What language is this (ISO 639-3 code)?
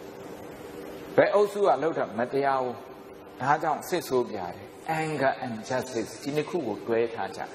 mya